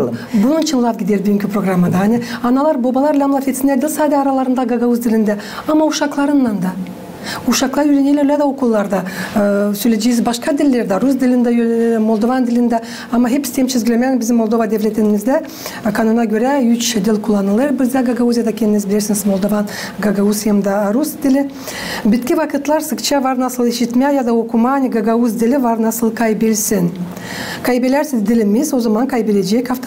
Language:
Gagauz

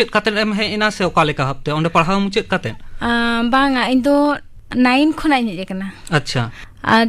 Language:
Santali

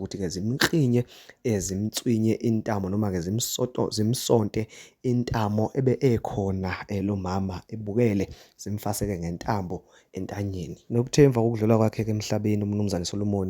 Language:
Zulu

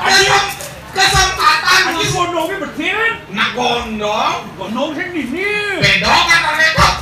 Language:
Balinese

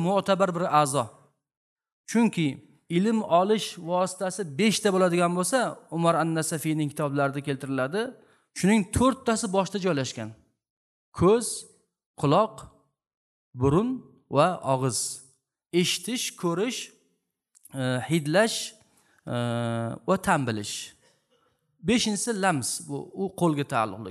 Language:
Uzbek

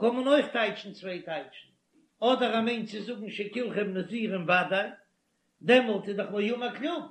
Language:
Yiddish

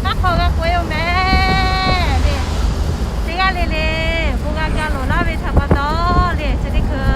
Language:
Lahu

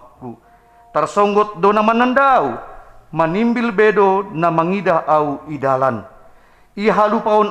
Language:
Batak Simalungun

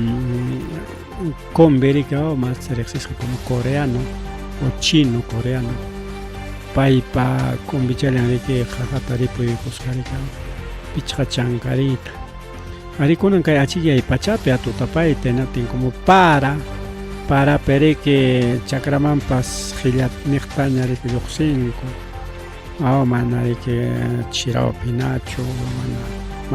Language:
Ayacucho Quechua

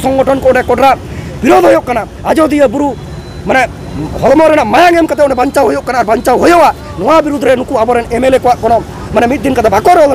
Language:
Santali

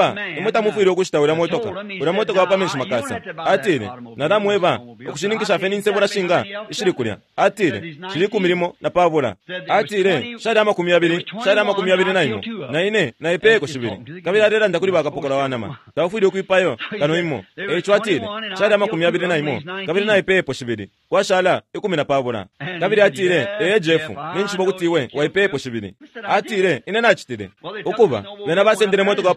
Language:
Bemba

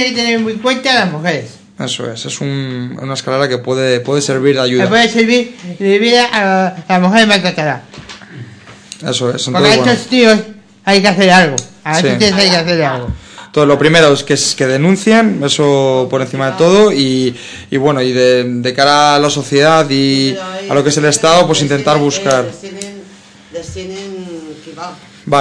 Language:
Spanish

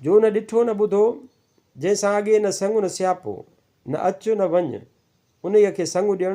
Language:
Sindhi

